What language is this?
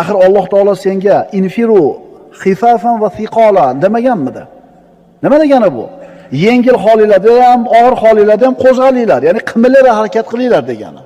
Uzbek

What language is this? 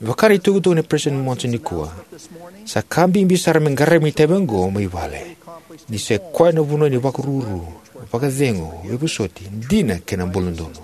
Fijian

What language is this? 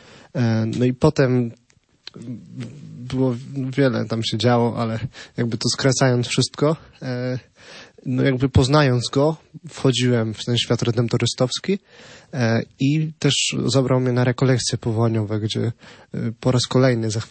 Polish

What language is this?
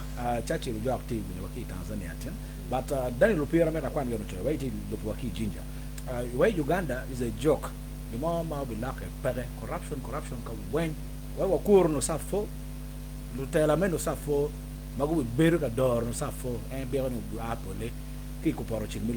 Acoli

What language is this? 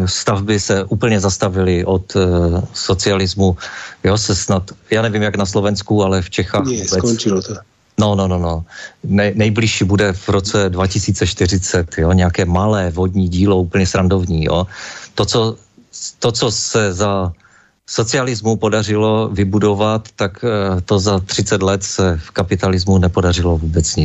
Czech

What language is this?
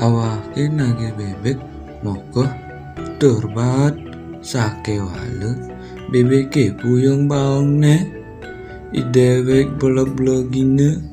Balinese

